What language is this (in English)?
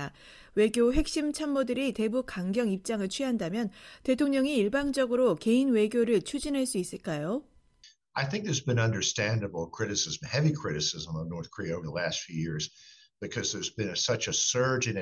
Korean